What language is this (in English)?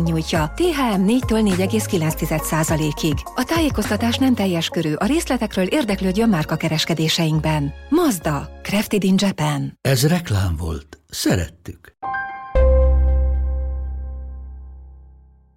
Hungarian